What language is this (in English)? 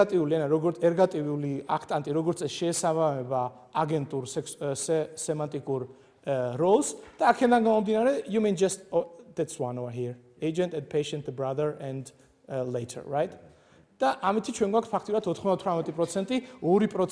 Georgian